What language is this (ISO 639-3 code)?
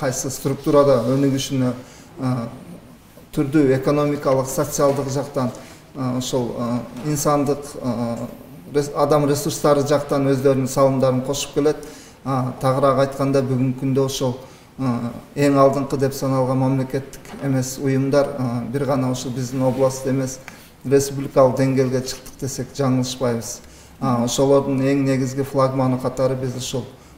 kir